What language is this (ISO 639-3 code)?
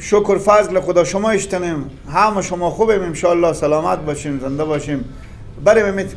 fas